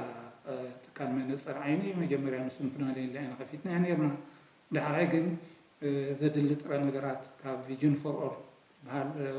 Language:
Tigrinya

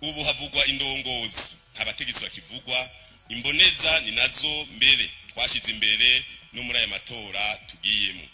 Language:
Rundi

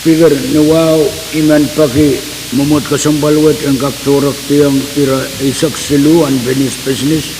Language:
Pohnpeian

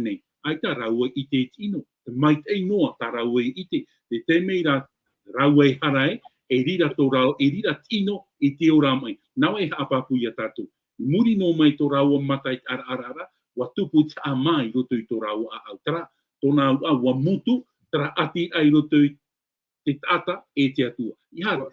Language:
Tahitian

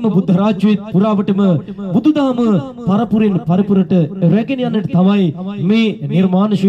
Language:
Sinhala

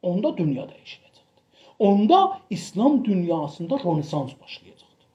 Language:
South Azerbaijani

